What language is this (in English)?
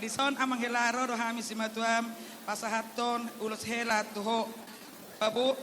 Batak Toba